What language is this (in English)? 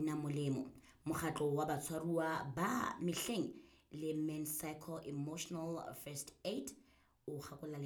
Southern Sotho